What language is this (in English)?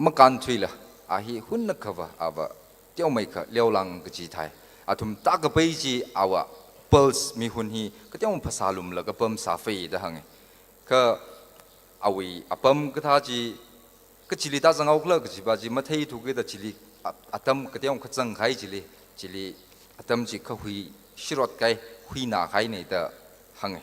Tangkhul Naga (India)